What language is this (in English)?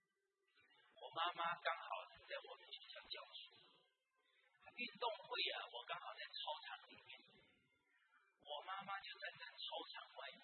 Chinese